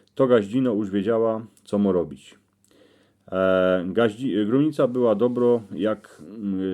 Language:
Silesian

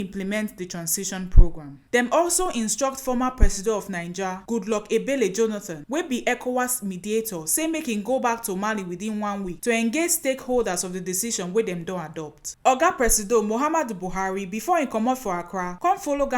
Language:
Nigerian Pidgin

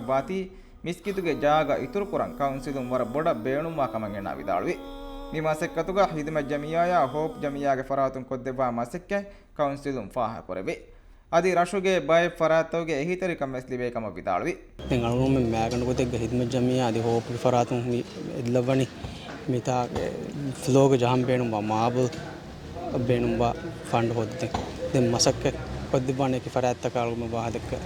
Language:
Divehi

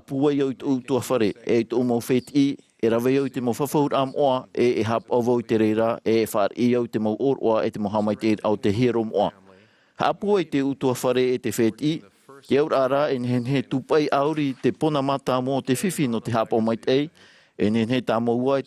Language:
Tahitian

